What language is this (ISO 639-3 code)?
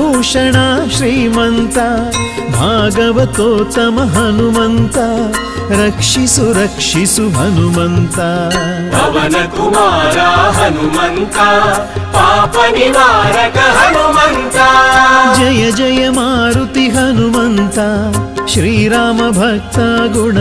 kan